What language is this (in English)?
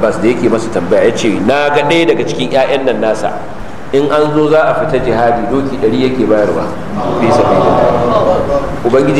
Hausa